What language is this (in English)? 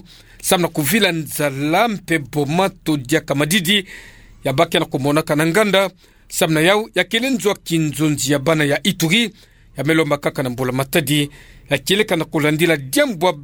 Kituba (Democratic Republic of Congo)